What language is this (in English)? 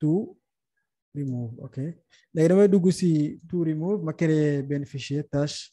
Wolof